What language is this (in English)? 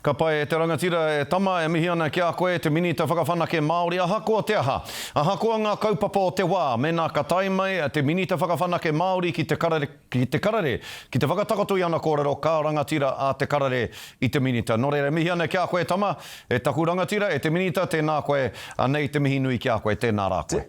Māori